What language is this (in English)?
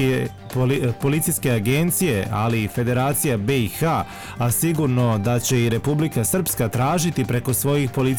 Bosnian